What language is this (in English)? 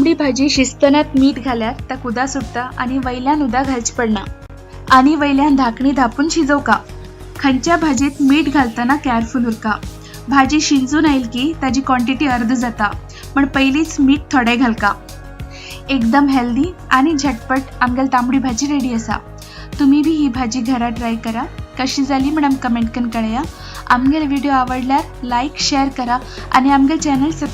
Konkani